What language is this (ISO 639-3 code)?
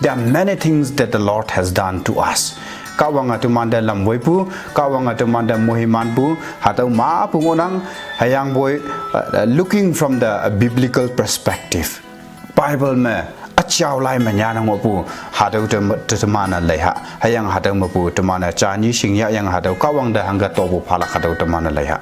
nbe